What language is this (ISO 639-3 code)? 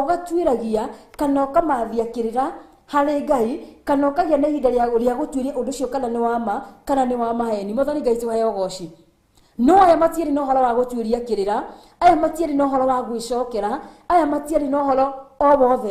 kik